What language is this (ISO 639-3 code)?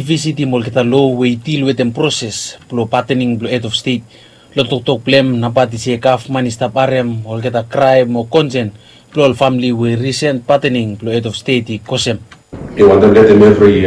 bis